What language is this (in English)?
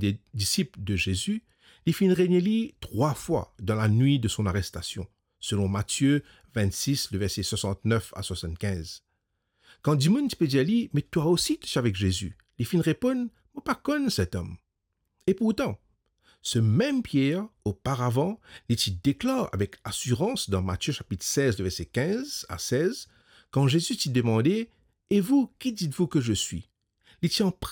Morisyen